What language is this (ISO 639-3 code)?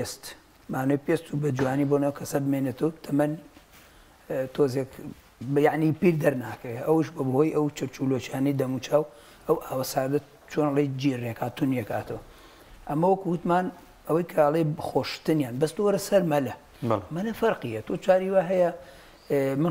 ckb